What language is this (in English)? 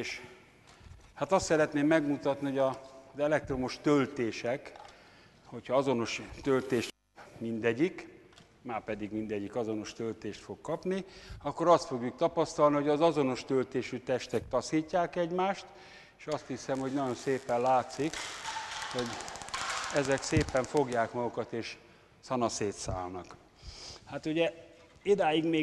Hungarian